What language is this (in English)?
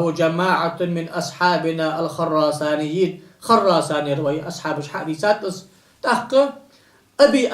Ingush